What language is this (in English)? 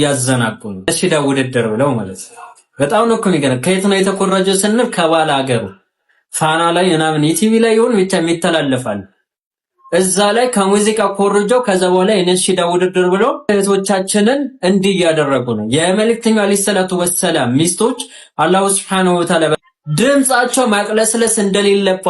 Amharic